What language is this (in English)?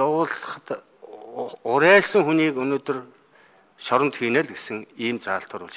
Mongolian